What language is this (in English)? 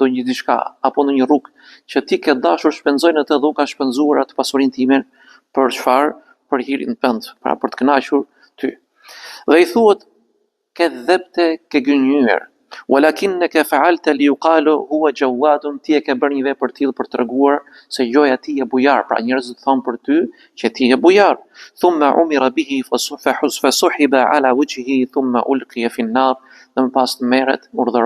Albanian